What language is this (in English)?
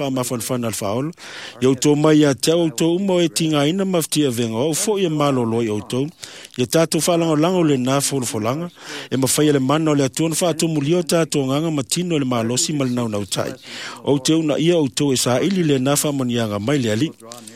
Samoan